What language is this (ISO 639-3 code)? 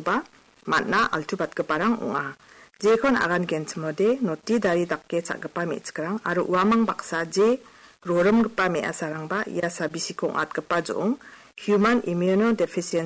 grt